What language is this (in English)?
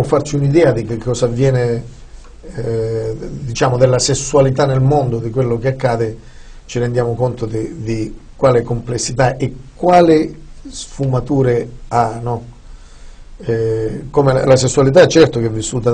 Italian